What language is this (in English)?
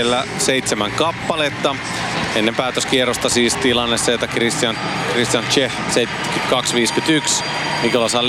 Finnish